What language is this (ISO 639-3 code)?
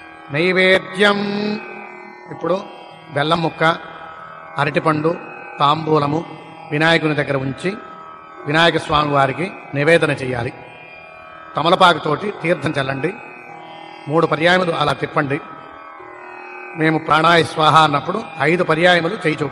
tel